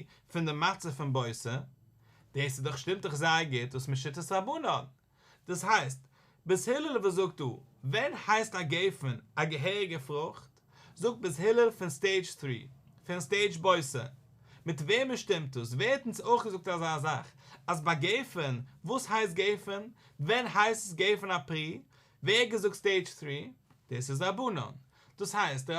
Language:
Yiddish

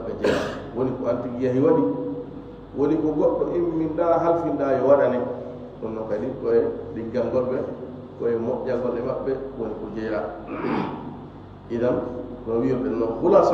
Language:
Fula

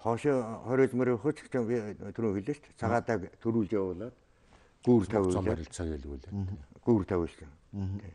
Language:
Mongolian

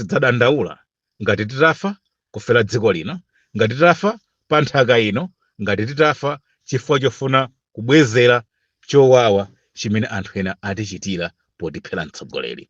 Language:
Nyanja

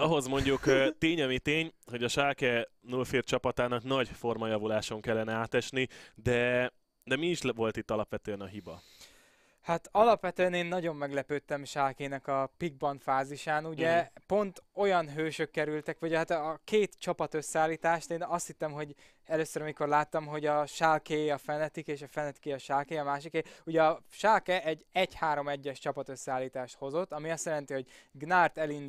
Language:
Hungarian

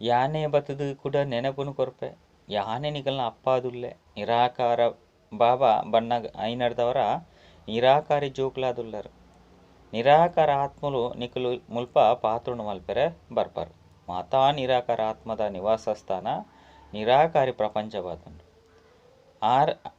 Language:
Tulu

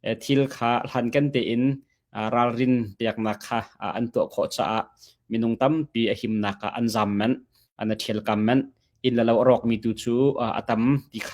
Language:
Hakha Chin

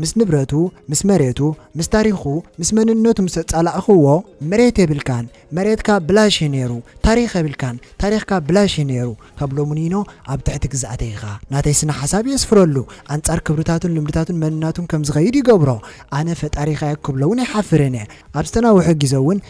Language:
Tigrinya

